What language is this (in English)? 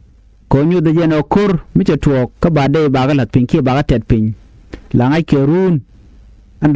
Nuer